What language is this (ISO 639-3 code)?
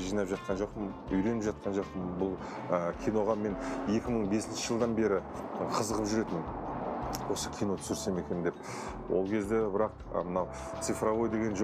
kaz